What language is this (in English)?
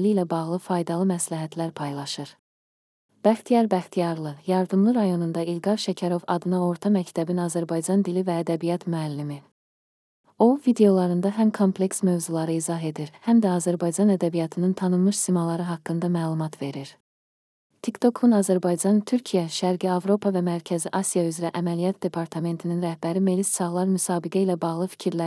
Azerbaijani